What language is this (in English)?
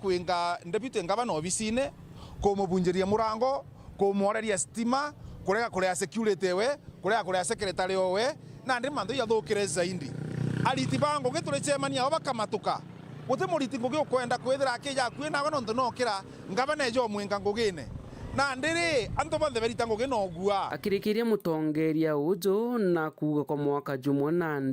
Meru